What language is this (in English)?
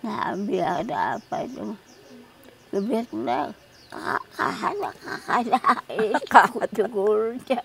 Taroko